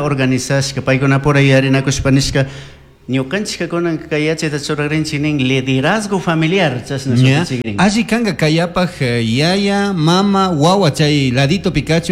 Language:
Chimborazo Highland Quichua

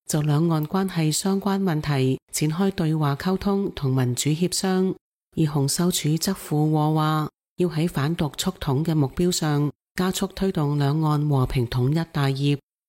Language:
Cantonese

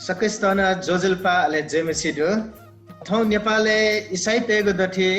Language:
Newari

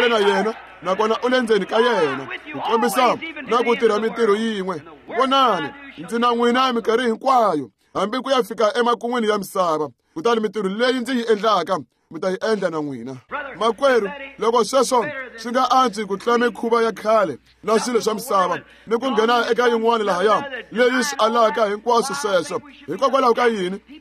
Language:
Tsonga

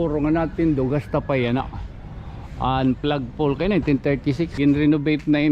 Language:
Waray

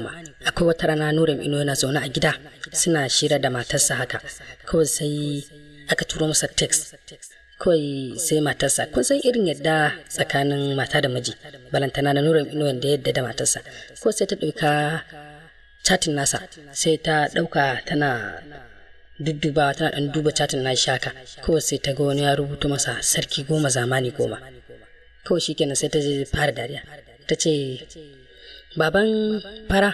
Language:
Hausa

